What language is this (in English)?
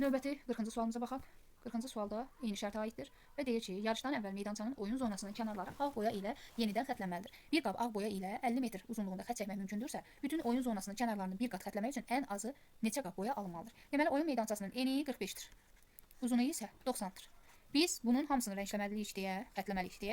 Azerbaijani